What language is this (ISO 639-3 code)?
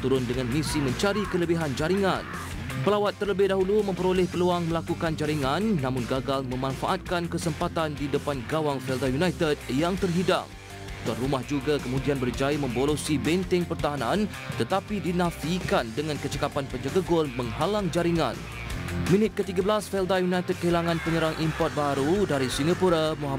msa